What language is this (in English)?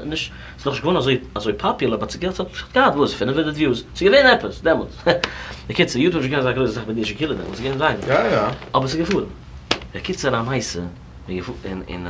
Yiddish